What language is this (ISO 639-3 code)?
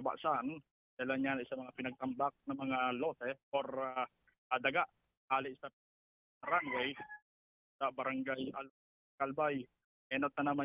bik